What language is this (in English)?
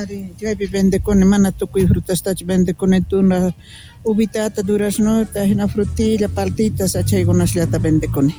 Quechua